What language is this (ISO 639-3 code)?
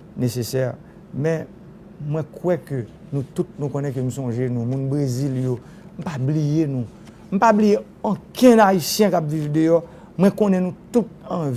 hat